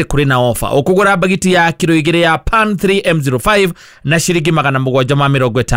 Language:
Kikuyu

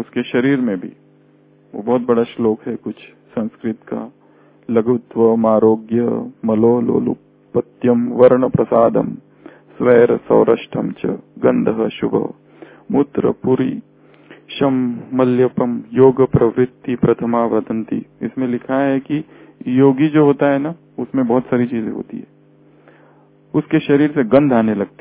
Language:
Hindi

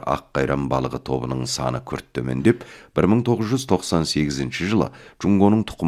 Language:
Kazakh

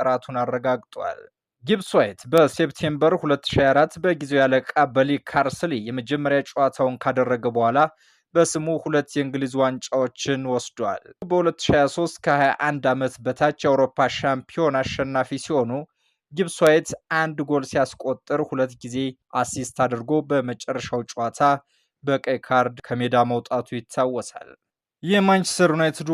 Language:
Amharic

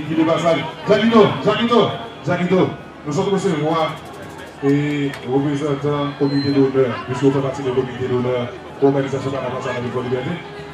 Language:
Haitian Creole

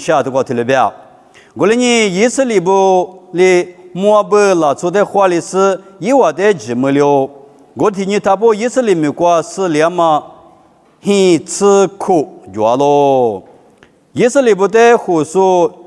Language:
Lisu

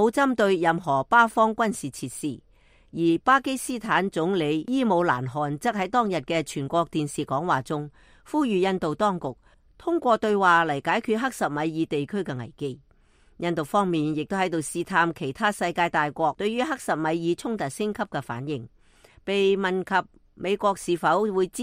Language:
Cantonese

